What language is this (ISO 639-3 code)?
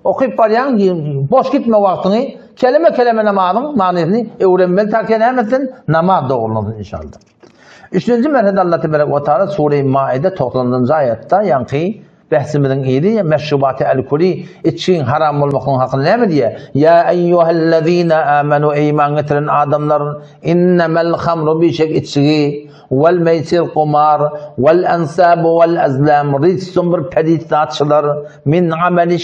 tuk